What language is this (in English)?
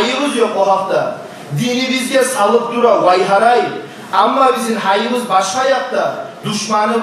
Kumyk